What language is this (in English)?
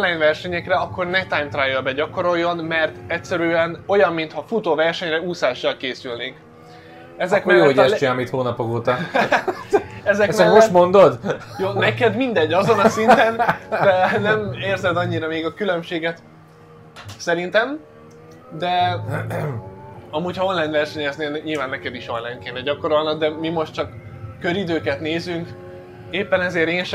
Hungarian